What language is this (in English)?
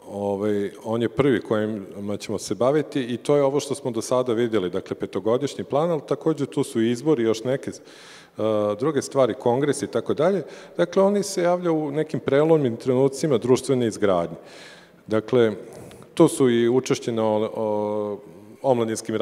Serbian